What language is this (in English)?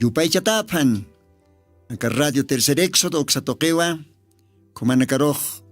Aymara